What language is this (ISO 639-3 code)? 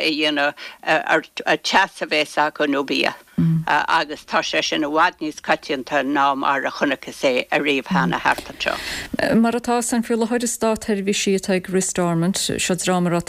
gle